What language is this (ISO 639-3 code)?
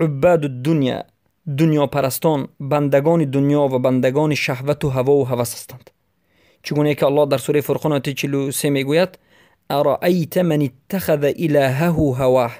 tgk